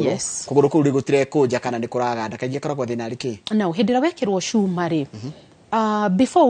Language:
Kikuyu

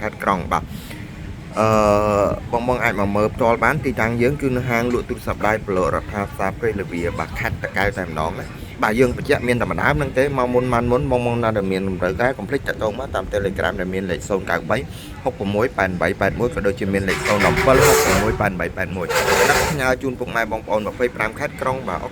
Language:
Khmer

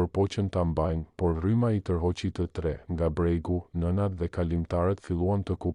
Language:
Albanian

